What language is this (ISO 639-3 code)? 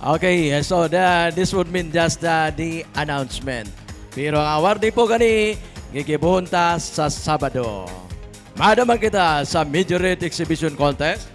bik